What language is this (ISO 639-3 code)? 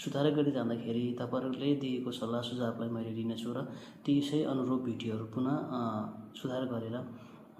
nep